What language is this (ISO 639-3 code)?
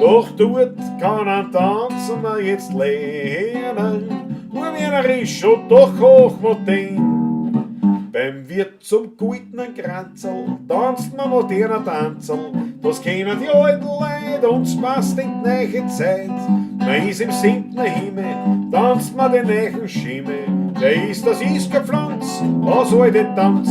bar